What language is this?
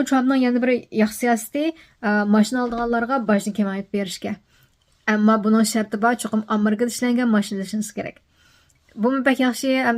Uyghur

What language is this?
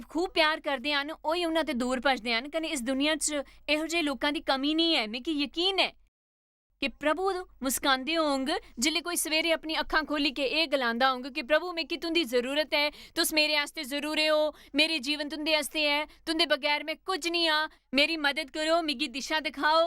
Dogri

